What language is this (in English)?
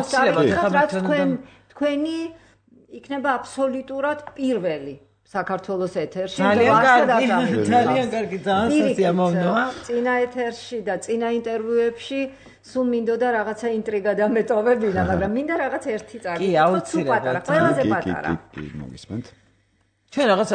Georgian